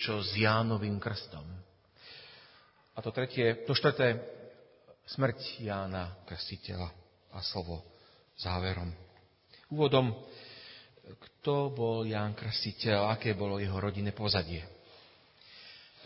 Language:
Slovak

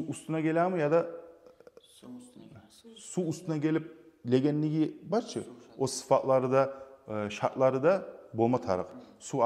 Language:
Kumyk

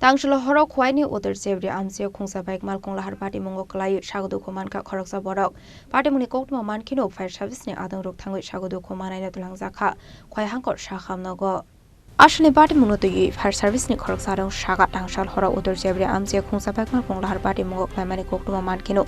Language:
Kok Borok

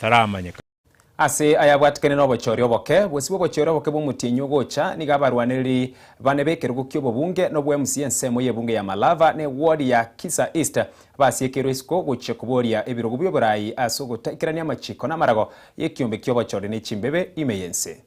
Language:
Gusii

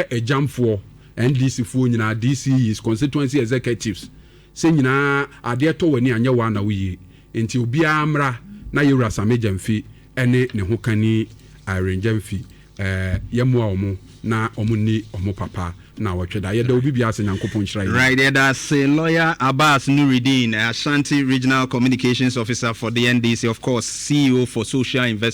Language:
Akan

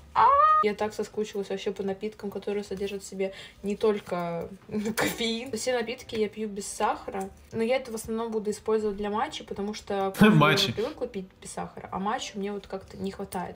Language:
Russian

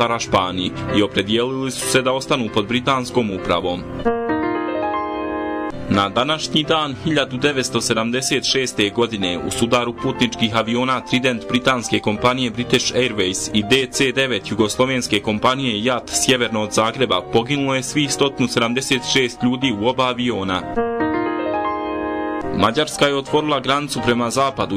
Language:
Bosnian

